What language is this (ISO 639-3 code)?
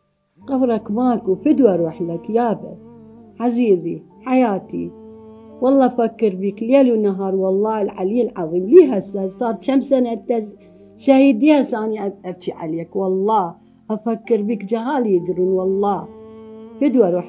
acm